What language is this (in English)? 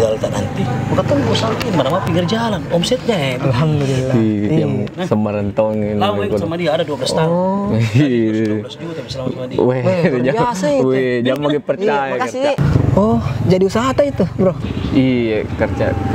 Makassar Malay